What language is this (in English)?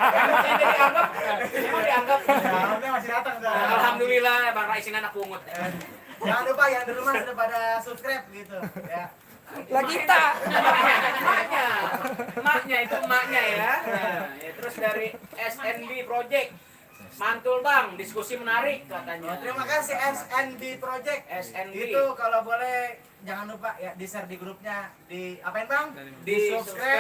Betawi